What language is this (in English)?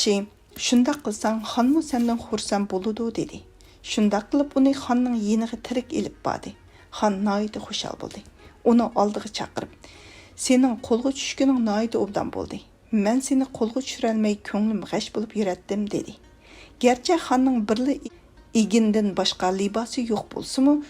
Uyghur